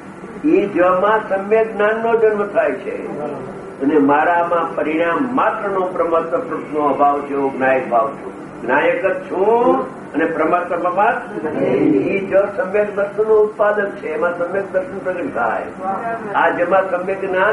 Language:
Gujarati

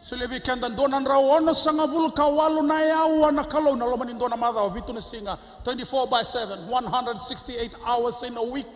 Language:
Fijian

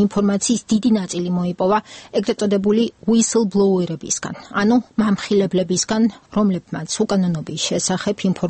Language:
Georgian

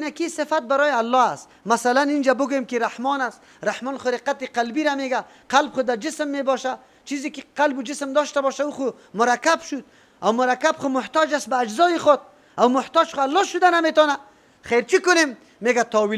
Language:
Persian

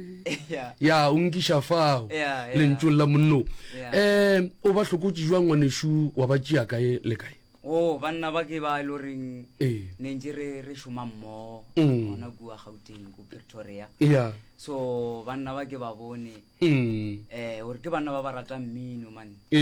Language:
Northern Sotho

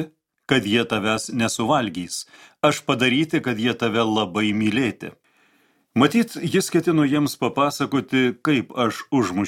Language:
Lithuanian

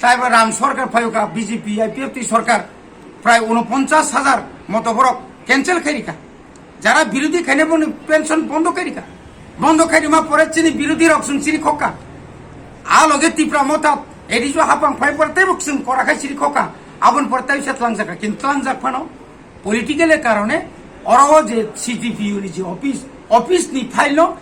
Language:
Kok Borok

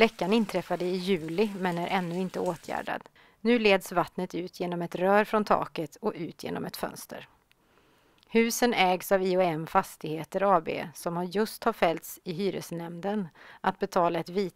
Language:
Swedish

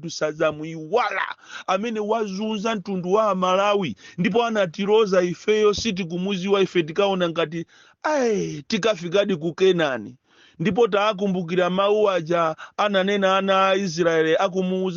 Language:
Nyanja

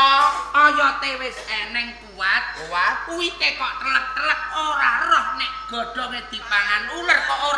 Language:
Javanese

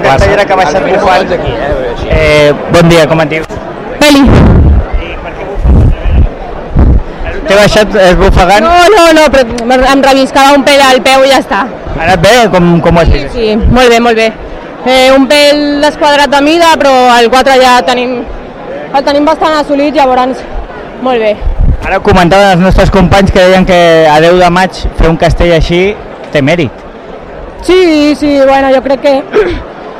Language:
Catalan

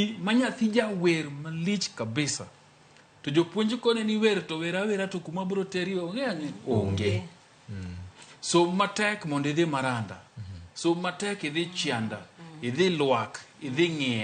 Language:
Luo (Kenya and Tanzania)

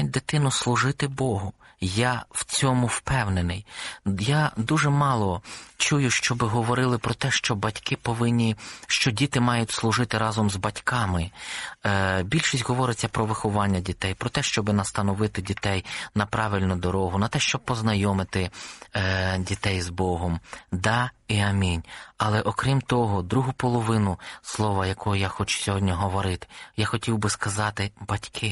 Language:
Ukrainian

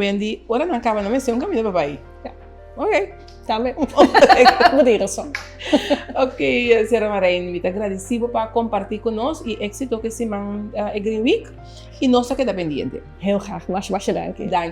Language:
Papiamento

